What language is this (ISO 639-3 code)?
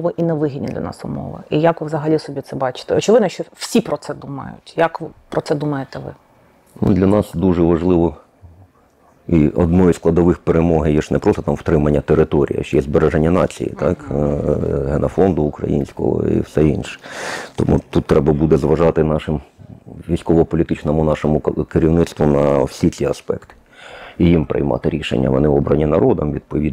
ukr